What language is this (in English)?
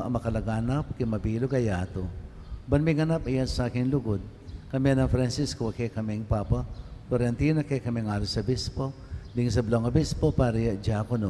Pampanga